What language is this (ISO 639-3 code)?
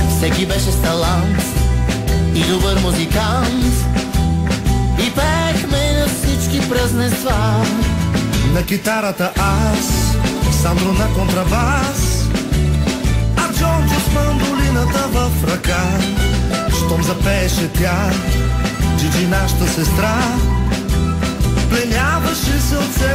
bul